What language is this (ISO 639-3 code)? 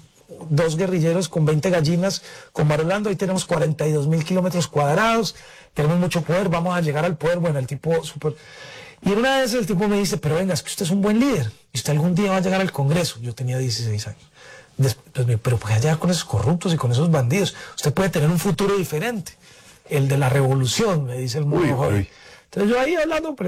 spa